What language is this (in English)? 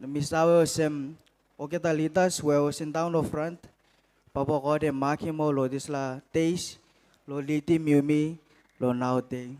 Gilbertese